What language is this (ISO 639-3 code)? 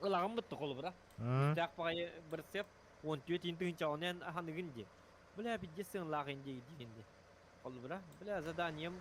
sah